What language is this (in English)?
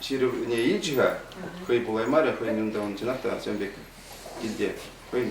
Chuvash